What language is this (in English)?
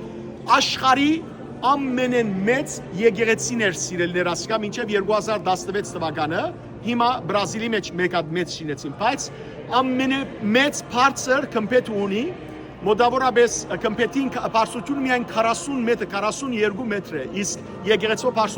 Western Armenian